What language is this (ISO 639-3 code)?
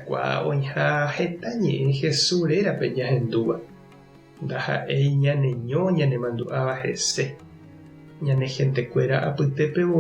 grn